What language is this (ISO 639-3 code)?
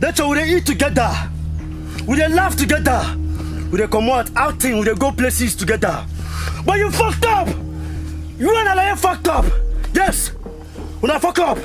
pcm